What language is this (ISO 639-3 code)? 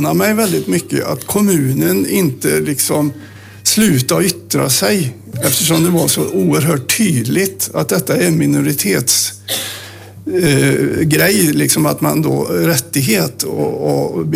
swe